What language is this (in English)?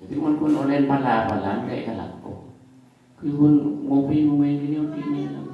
Madurese